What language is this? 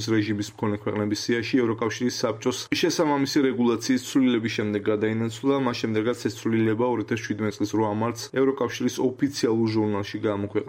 Georgian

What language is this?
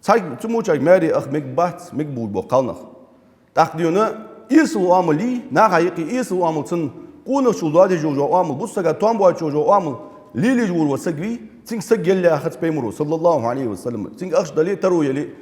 Ingush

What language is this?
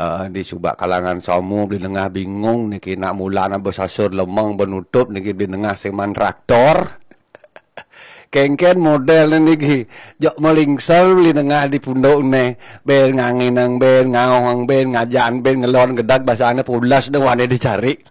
Balinese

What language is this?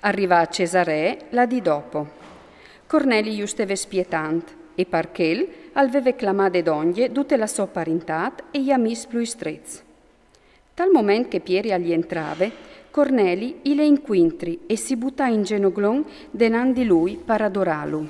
Friulian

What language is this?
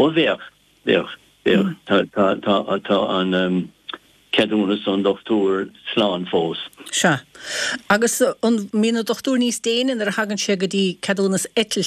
Irish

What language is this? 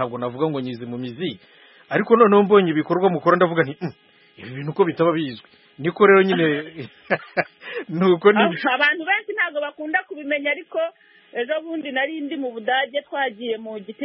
Kinyarwanda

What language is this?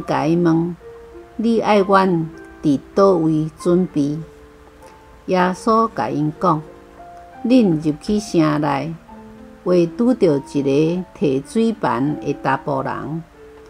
Min Nan Chinese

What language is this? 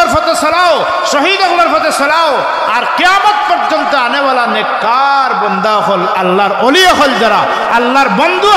Sylheti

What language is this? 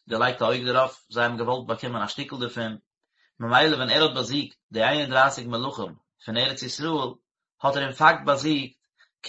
Yiddish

